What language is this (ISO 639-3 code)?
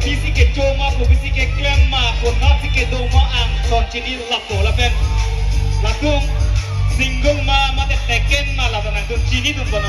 mjw